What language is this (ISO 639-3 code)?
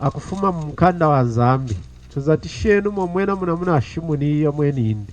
lun